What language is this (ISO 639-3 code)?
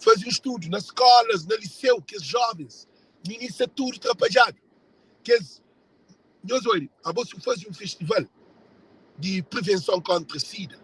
kea